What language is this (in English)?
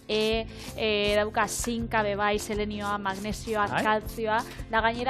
Basque